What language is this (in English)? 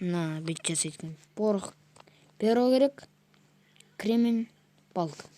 Kazakh